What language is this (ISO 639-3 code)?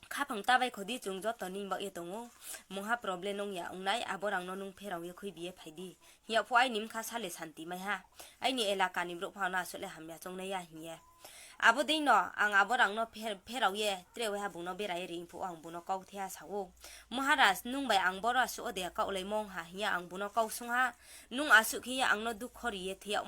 ria